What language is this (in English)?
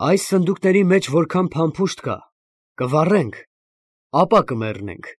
Armenian